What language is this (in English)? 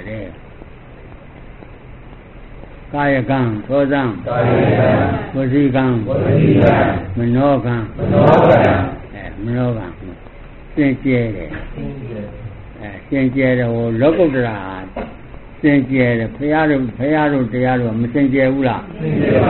Burmese